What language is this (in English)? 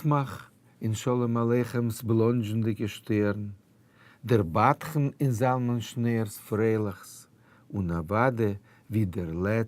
Yiddish